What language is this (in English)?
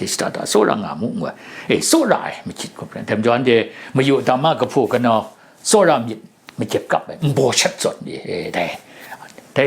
Kachin